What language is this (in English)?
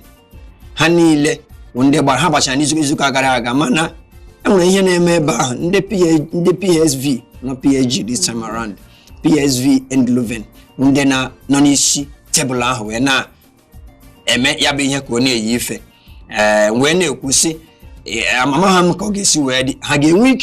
Igbo